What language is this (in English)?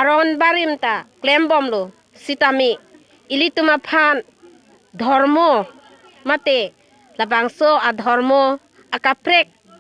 Karbi